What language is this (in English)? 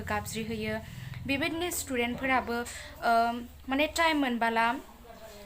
Bodo